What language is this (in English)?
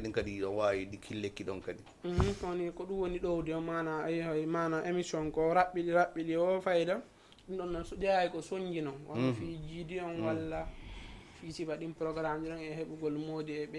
Fula